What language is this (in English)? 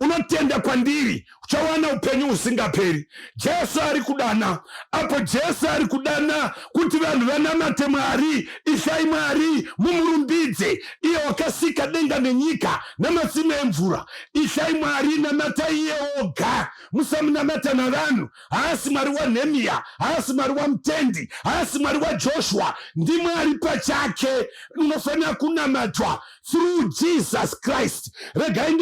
Shona